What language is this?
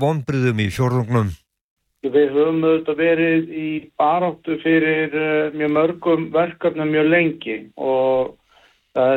Icelandic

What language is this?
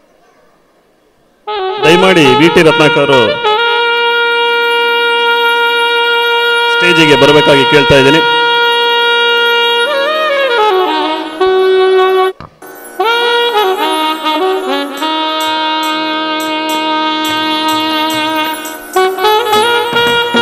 Kannada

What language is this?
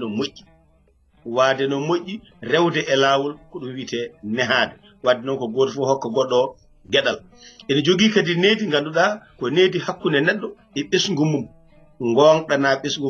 Fula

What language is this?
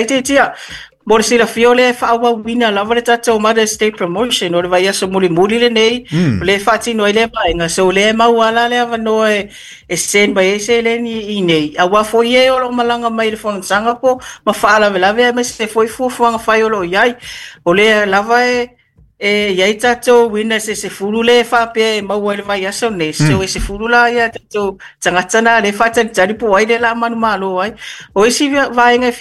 Samoan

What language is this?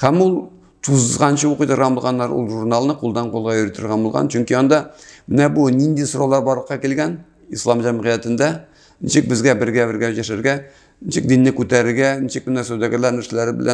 Tatar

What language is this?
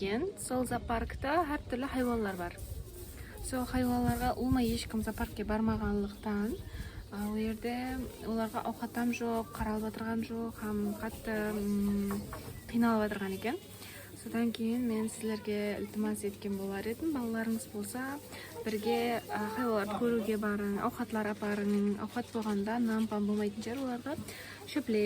Kara-Kalpak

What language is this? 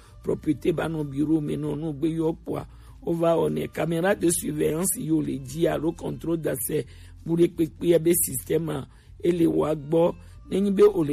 Gen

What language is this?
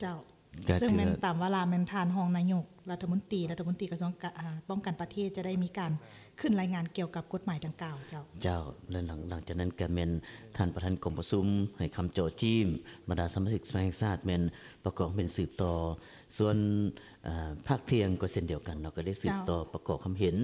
Lao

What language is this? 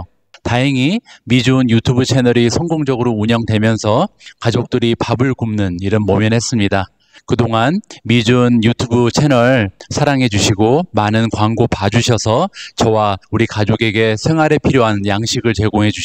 Korean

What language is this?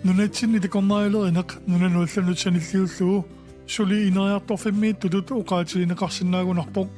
Kalaallisut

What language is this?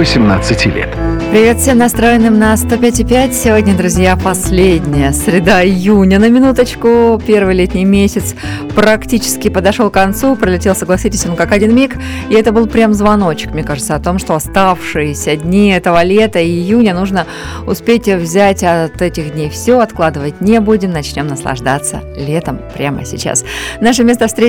Russian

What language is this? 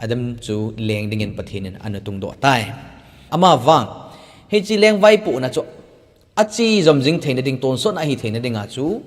Thado Chin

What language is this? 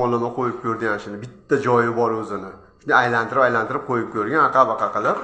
Uzbek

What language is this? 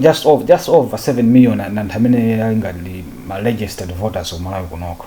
Nyanja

